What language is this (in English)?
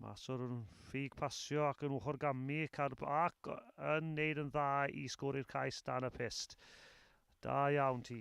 Welsh